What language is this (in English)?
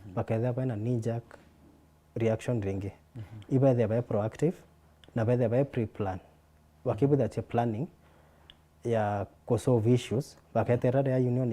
Meru